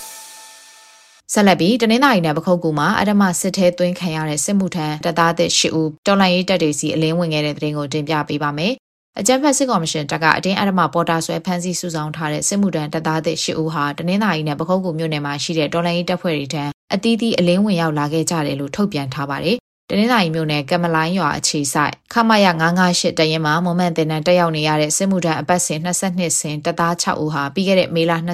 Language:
Burmese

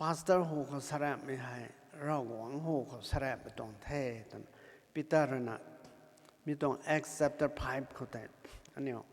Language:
Rongmei Naga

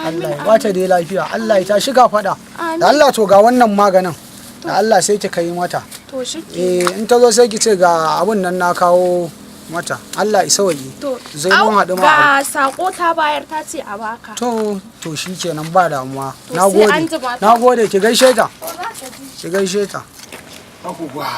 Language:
Hausa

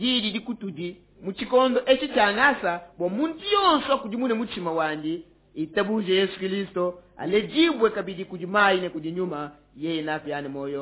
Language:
Luba-Lulua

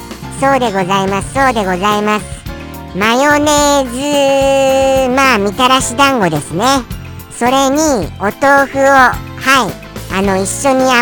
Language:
Japanese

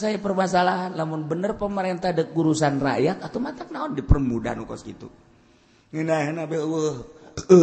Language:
Sundanese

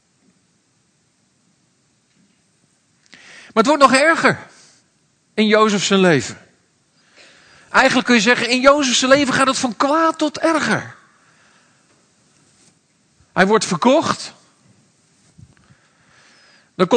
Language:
Dutch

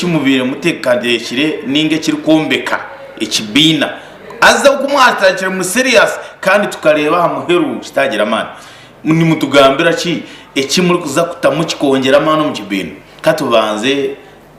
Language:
Nyankole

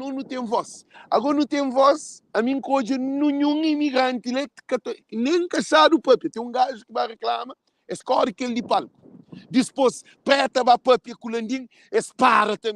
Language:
Kabuverdianu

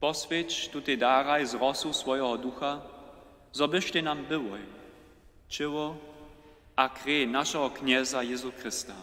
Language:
Upper Sorbian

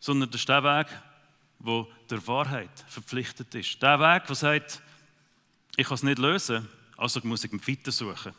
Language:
Swiss German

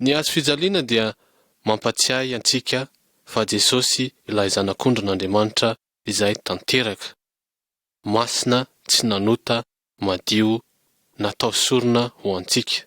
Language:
Malagasy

